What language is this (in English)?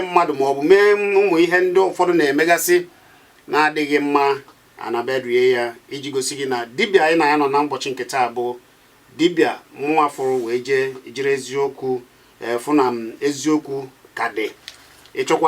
Igbo